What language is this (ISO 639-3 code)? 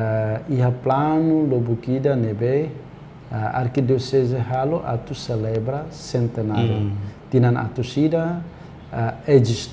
tet